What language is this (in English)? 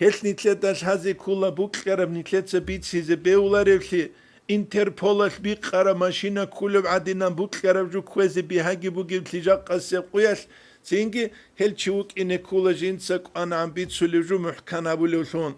Avaric